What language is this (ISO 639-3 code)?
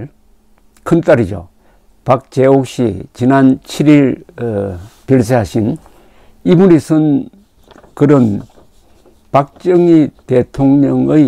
kor